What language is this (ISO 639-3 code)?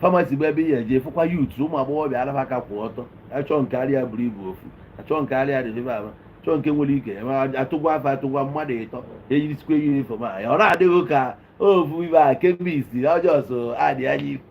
ibo